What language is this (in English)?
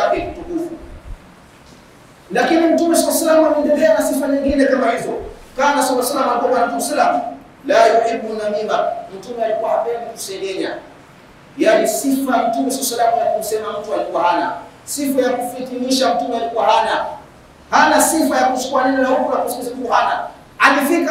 Swahili